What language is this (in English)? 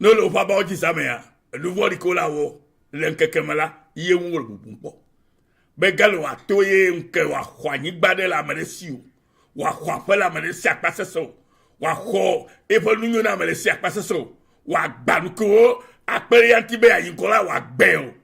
Ewe